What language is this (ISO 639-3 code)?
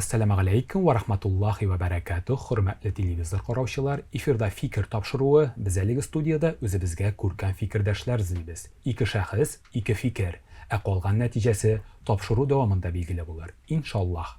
tat